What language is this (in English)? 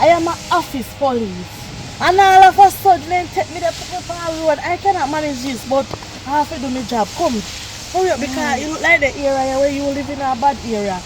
Jamaican Creole English